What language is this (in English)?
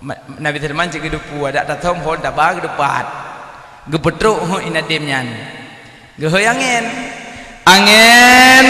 Achinese